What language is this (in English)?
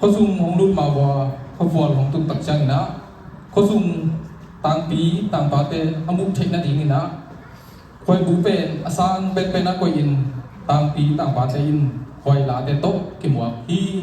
Tedim Chin